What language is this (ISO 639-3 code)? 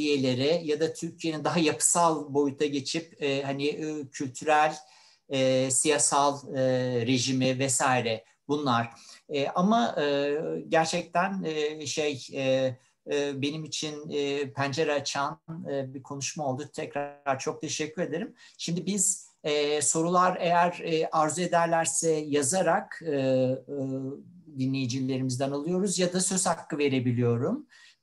tur